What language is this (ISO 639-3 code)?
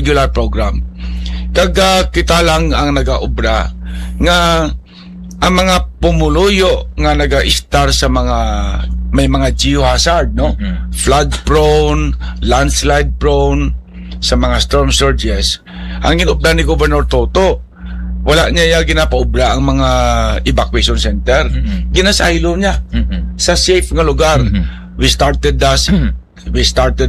hil